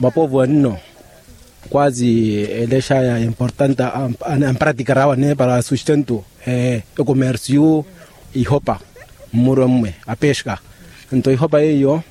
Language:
Makhuwa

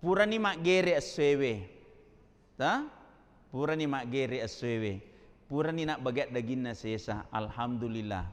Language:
Buginese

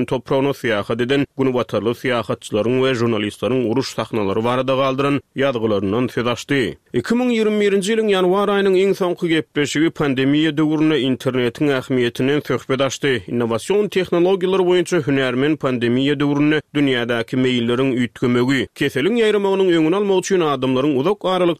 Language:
Turkmen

